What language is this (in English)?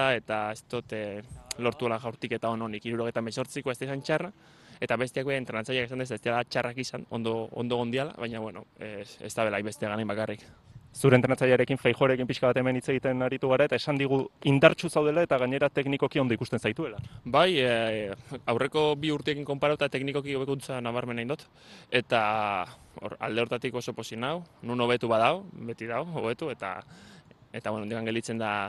Basque